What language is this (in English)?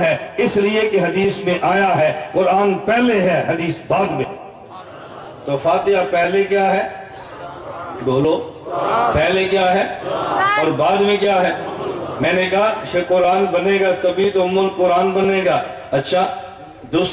Urdu